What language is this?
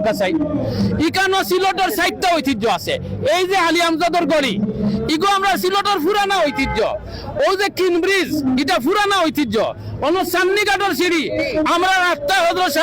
Sylheti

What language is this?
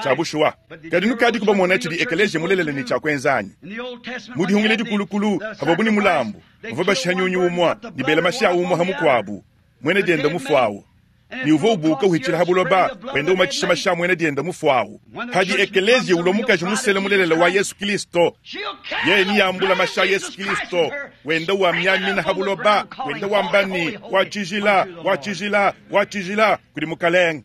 Luba-Lulua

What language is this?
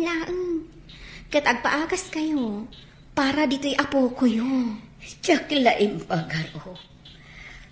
Iloko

